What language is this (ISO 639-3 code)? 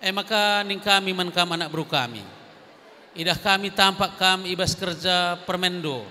btx